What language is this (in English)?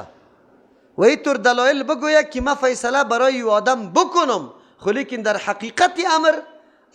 Persian